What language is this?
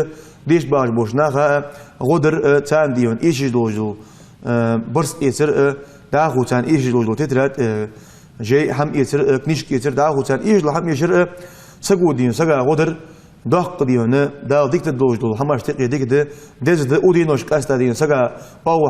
Ingush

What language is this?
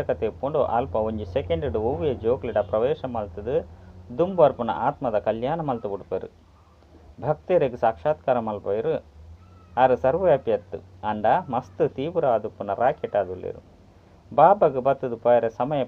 Tulu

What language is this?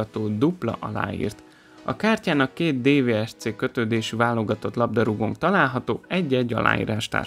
Hungarian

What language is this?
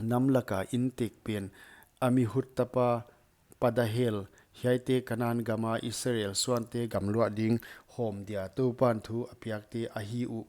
Paite Chin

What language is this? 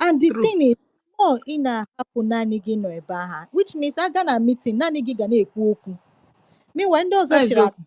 Igbo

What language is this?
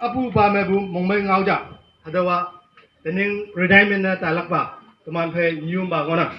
Konyak Naga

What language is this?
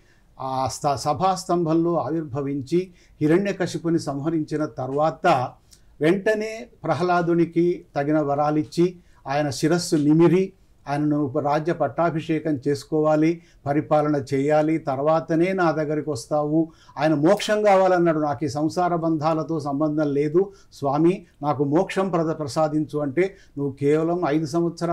Telugu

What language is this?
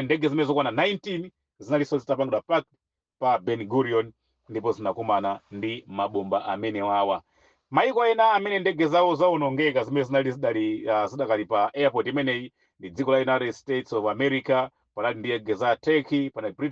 Nyanja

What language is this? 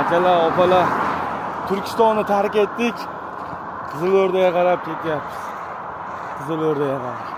Uzbek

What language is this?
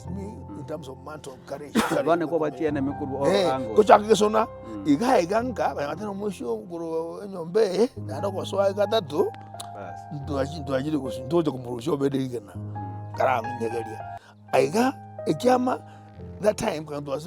Gusii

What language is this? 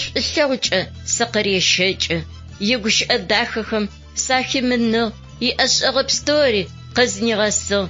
Adyghe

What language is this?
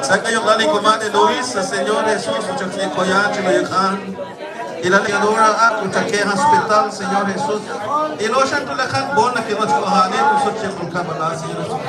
Kekchí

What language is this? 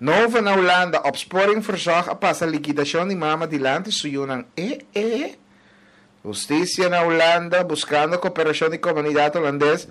Papiamento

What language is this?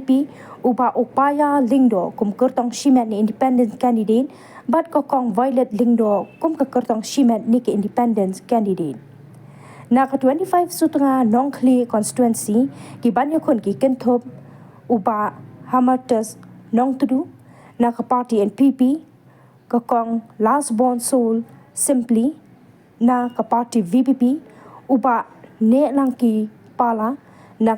Khasi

